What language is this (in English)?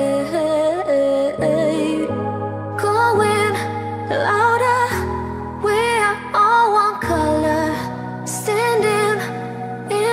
English